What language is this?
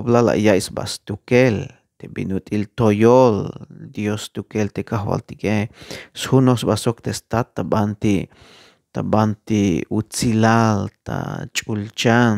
Tzeltal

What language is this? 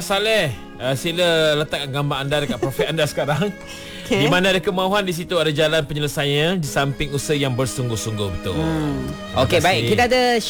Malay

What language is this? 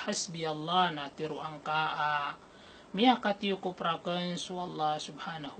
Maranao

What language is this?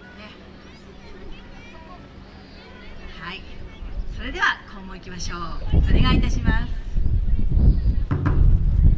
Japanese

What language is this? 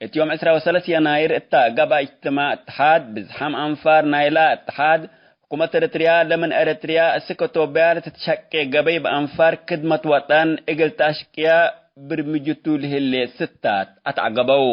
Tigre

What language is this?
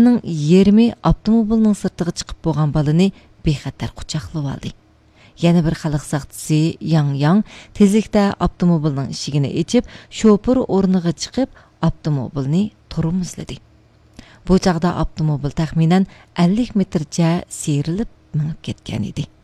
Uyghur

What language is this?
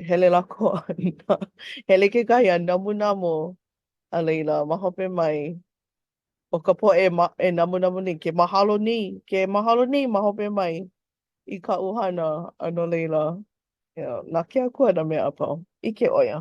Hawaiian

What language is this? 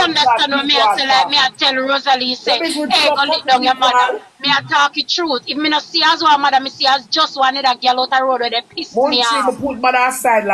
Jamaican Creole English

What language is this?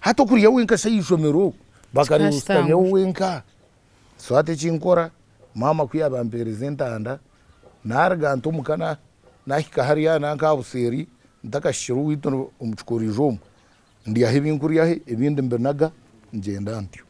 Nyankole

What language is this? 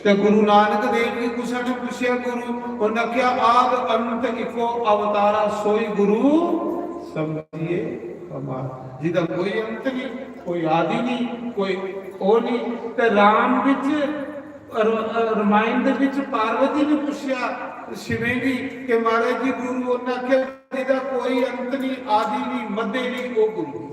Dogri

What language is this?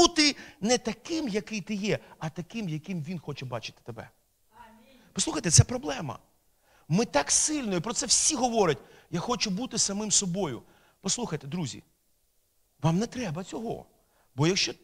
Ukrainian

